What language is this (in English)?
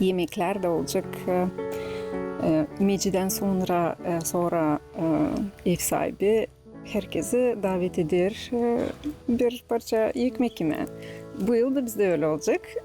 Gagauz